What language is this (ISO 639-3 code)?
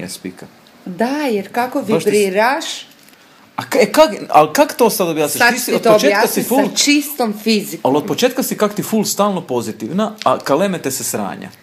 hrv